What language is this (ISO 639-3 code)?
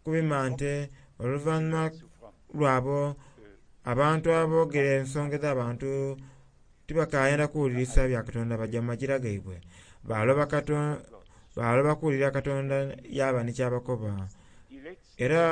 xog